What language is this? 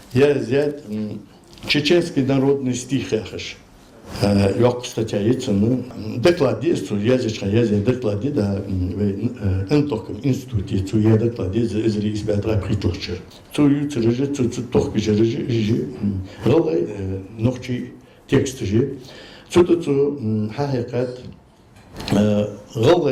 Ingush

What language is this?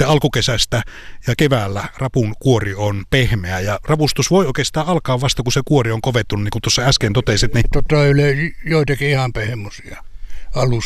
Finnish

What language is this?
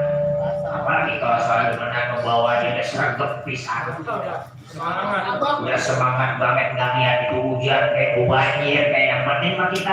Betawi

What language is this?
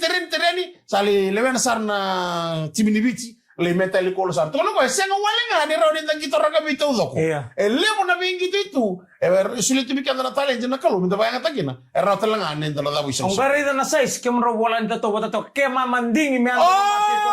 Fijian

